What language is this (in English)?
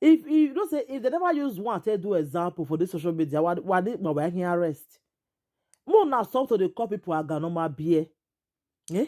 Nigerian Pidgin